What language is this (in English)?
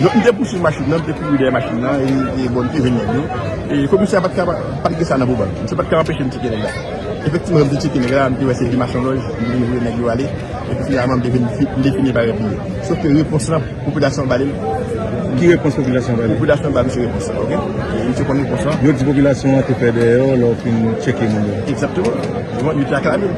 Haitian Creole